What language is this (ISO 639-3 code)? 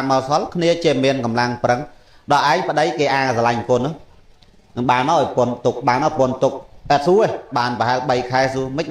khm